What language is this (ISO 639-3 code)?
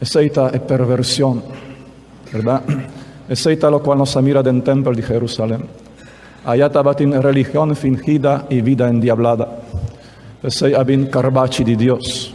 pap